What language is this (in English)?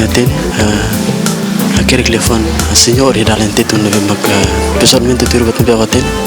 Tetum